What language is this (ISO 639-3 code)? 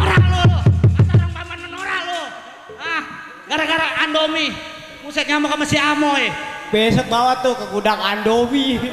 bew